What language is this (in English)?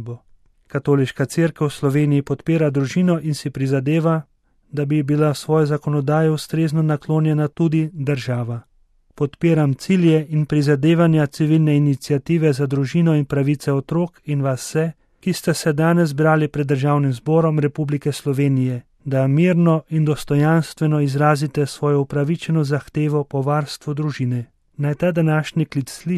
Slovenian